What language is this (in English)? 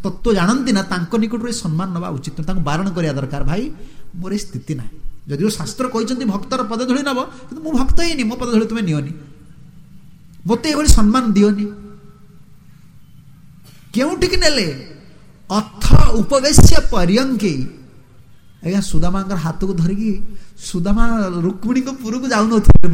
Odia